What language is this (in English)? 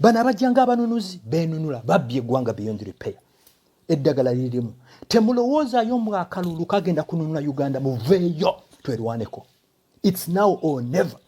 Ganda